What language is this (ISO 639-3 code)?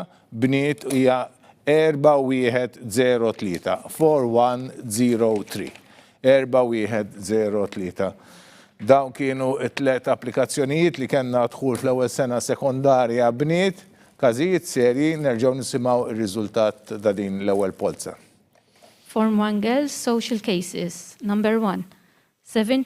mlt